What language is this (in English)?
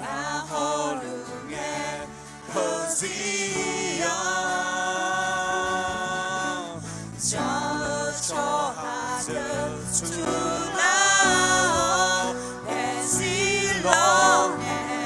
Akha